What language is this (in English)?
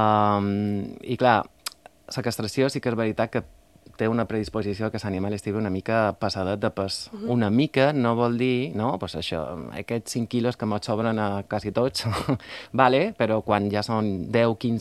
Catalan